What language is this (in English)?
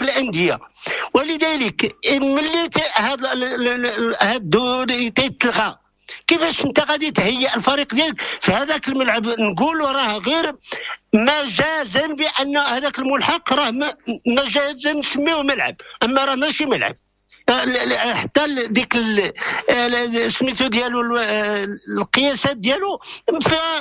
Moroccan Arabic